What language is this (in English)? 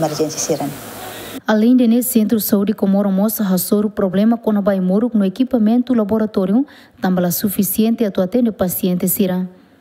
Tetum